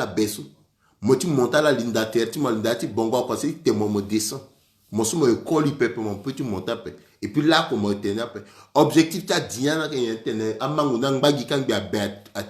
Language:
Sango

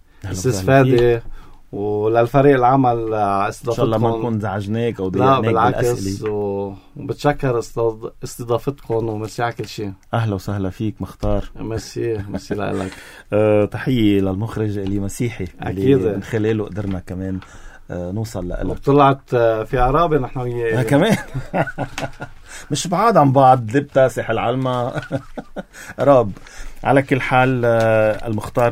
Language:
North Levantine Arabic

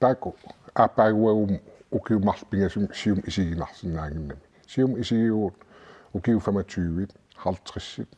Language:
Kalaallisut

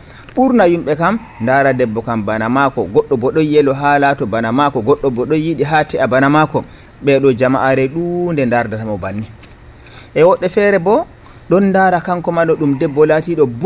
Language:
Nigerian Fulfulde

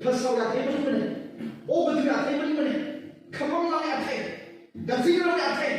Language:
Tangkhul Naga (India)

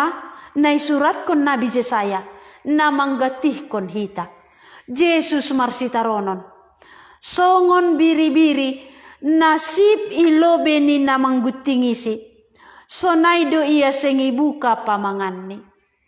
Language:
Batak Simalungun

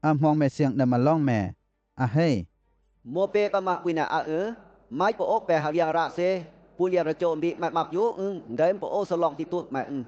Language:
Western Lawa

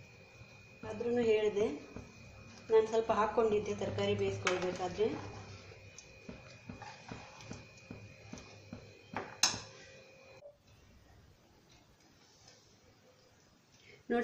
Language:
Kannada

